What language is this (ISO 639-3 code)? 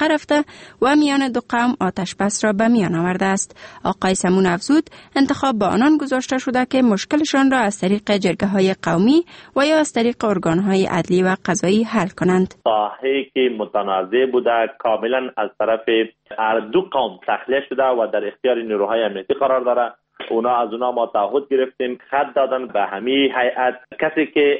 fas